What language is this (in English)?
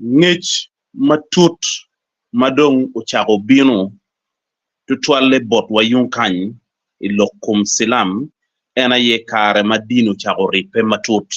Acoli